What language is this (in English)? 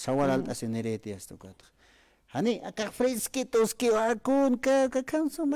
Aymara